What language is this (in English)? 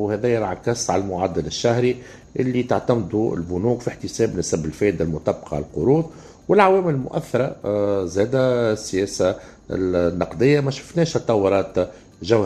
Tunisian Arabic